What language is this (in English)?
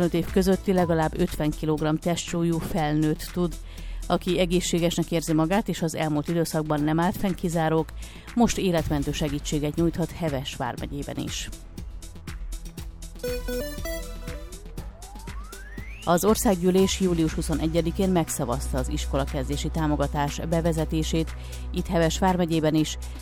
Hungarian